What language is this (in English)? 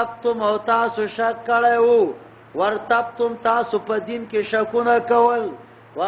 Pashto